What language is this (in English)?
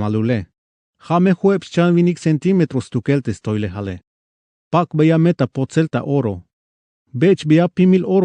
Tzeltal